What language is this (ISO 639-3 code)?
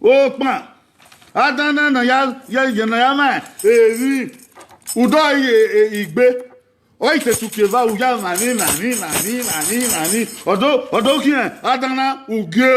bin